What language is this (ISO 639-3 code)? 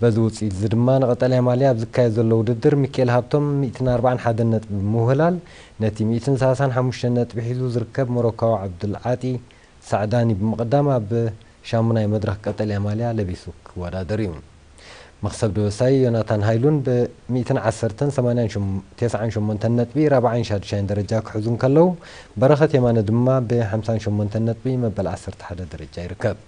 tir